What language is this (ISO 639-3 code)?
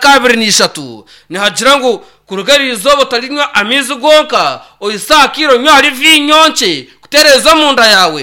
nyn